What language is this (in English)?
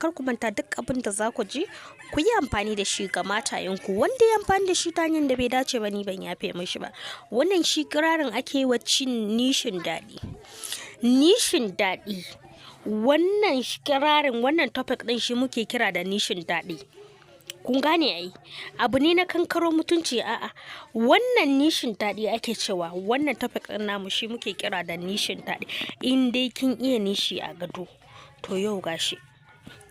Hausa